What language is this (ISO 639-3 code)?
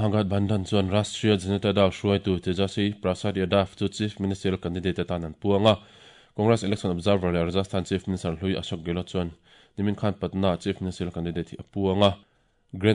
lus